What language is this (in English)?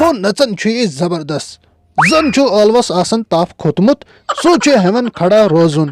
Kashmiri